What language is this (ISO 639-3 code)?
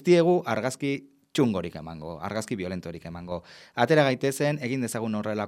eus